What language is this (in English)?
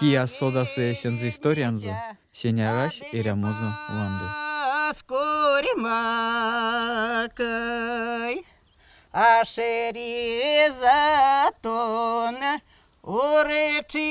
Erzya